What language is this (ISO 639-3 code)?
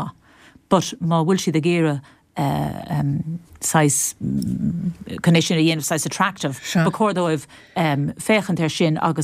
gle